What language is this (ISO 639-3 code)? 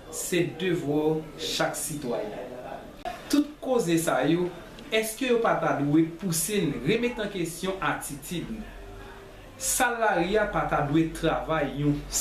hat